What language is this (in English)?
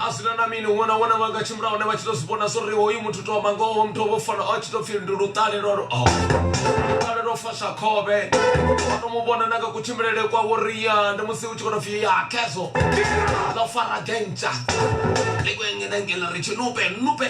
Venda